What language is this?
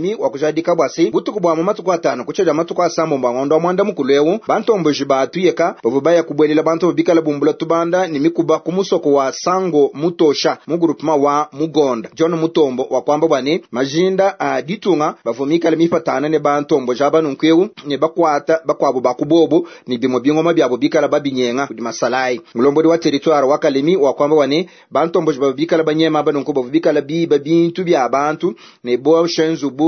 Luba-Lulua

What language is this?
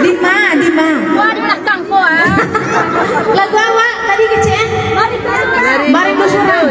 Minangkabau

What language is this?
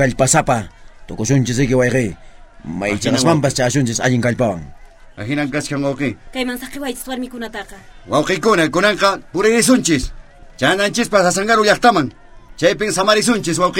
South Bolivian Quechua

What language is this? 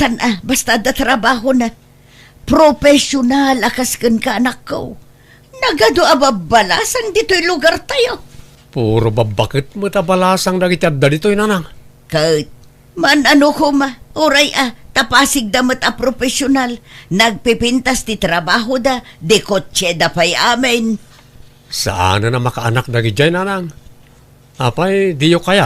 Iloko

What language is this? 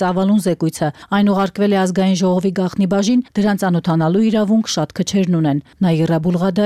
Armenian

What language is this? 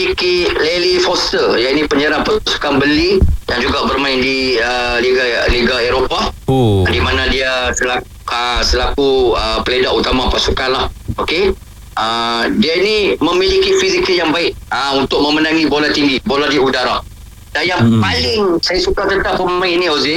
Malay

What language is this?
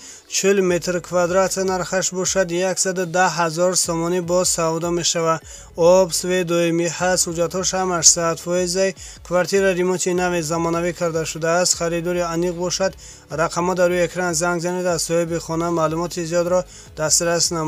Tajik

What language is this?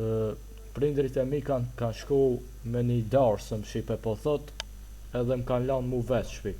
Albanian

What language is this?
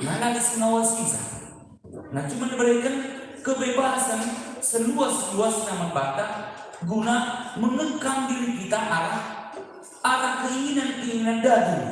Batak Karo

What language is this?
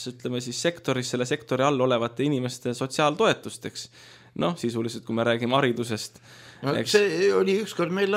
Estonian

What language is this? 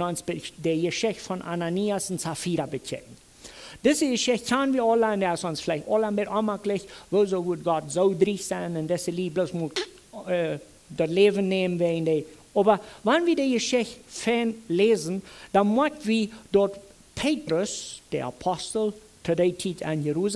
Plautdietsch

